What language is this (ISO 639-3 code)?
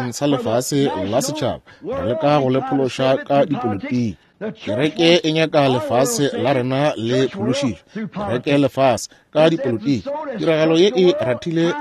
nso